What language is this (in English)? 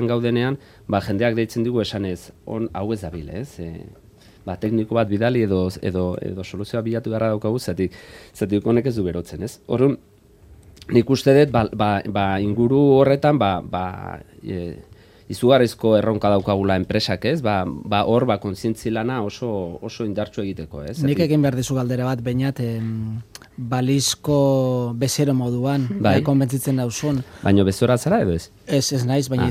Basque